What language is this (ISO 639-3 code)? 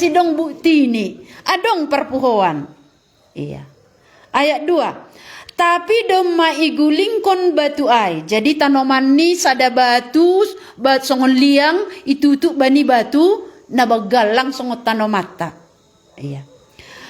bts